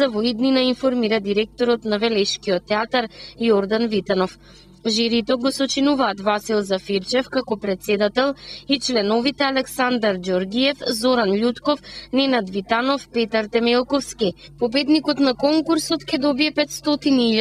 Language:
Macedonian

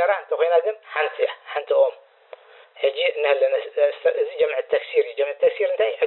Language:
Tigrinya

